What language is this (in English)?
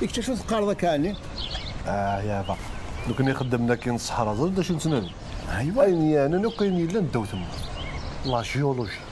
Kabyle